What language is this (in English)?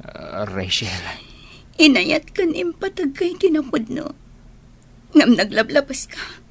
Iloko